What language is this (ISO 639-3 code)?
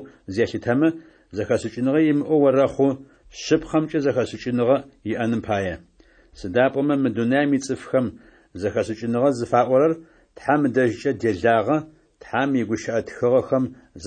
ady